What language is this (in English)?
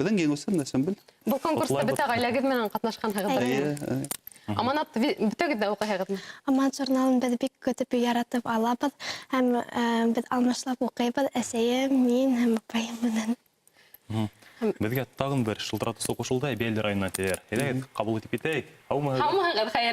Bashkir